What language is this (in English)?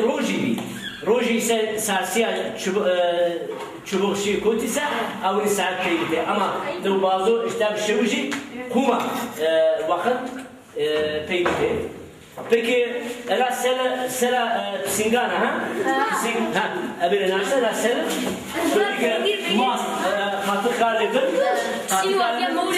Zaza